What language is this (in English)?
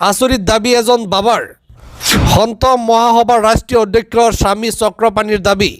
Assamese